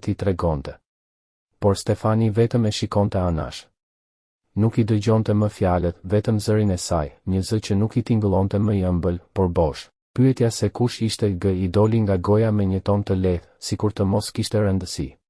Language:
Albanian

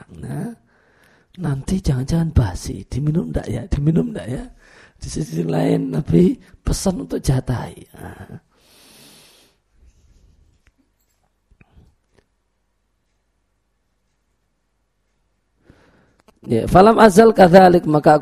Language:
Indonesian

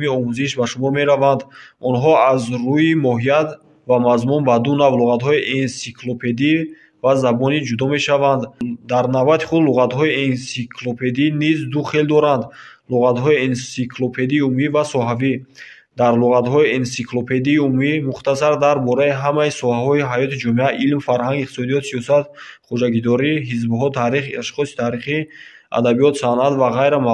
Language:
Tajik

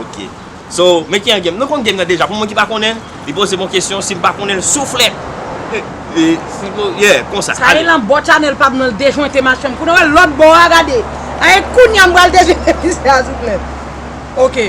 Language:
Haitian Creole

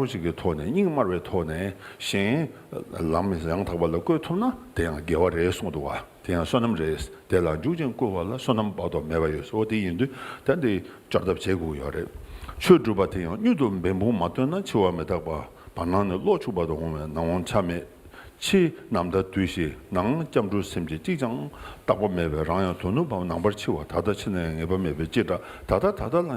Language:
Tibetan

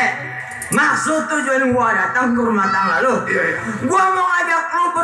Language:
Betawi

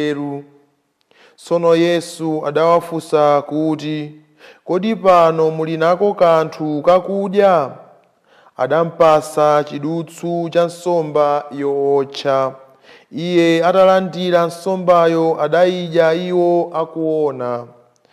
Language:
Nyanja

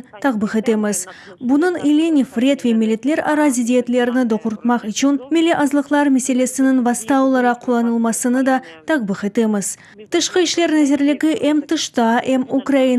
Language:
Crimean Tatar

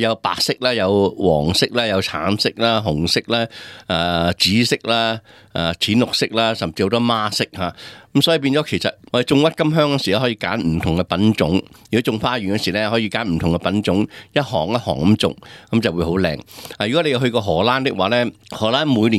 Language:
Cantonese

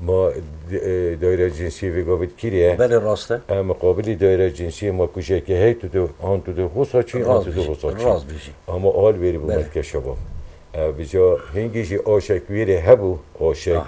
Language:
Kurdish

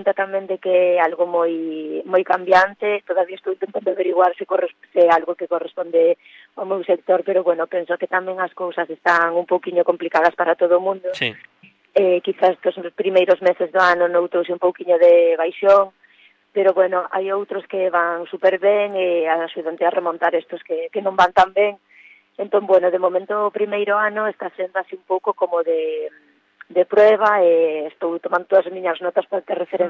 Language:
Galician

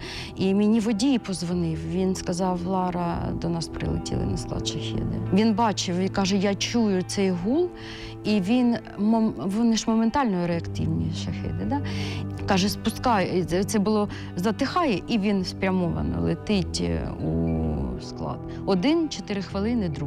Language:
Ukrainian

